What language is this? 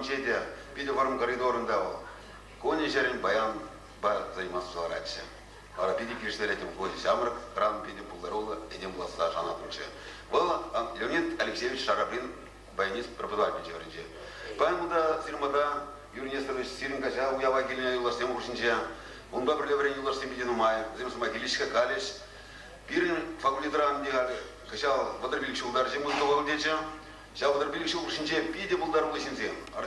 Chuvash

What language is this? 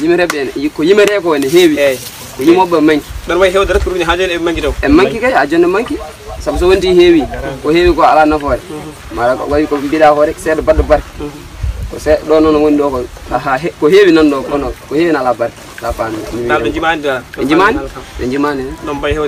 Pular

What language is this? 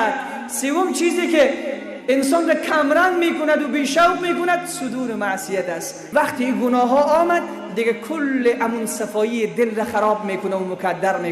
Persian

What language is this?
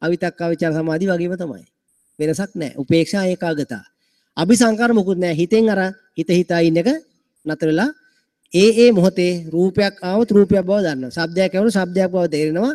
Sinhala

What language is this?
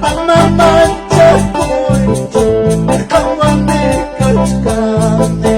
Quechua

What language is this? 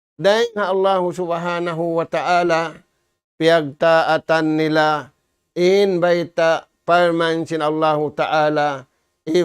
Tausug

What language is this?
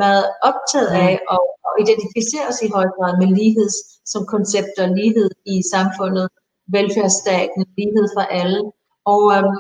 Danish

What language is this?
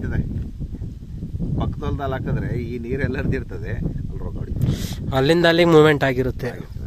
Kannada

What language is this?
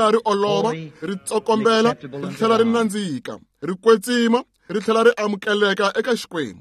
Tsonga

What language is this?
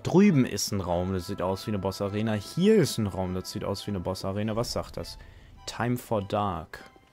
German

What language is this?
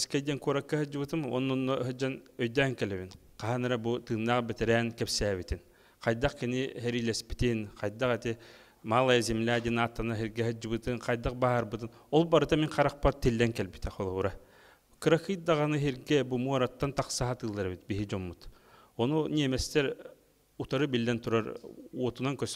Yakut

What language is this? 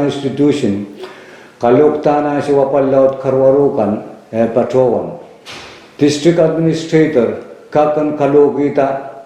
Pohnpeian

